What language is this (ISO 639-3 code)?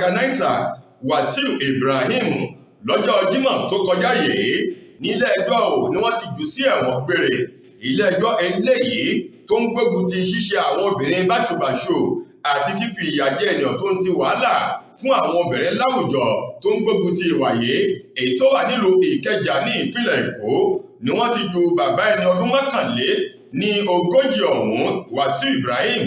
yor